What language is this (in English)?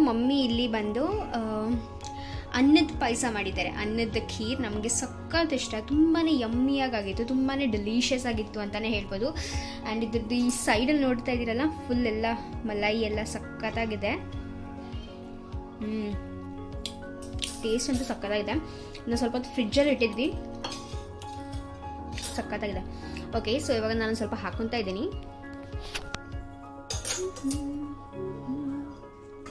Kannada